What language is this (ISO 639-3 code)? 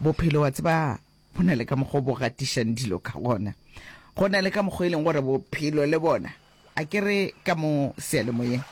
nso